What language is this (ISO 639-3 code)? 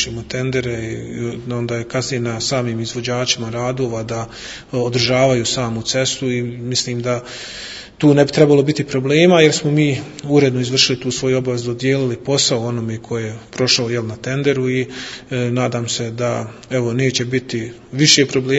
bos